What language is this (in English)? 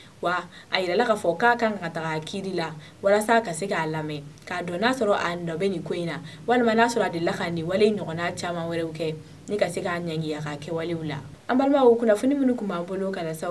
Bambara